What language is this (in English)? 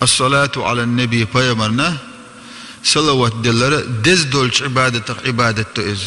Chechen